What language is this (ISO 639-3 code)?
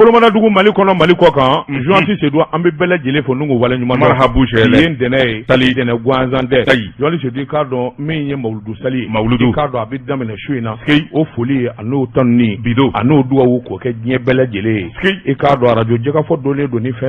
bam